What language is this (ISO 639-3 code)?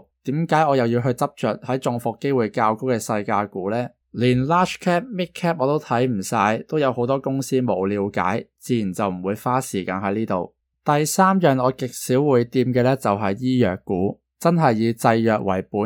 yue